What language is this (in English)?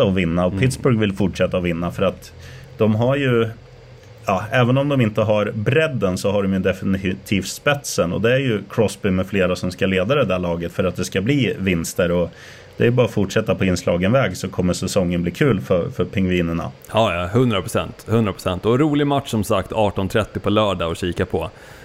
Swedish